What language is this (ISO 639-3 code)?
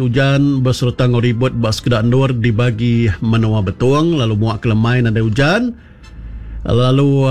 iba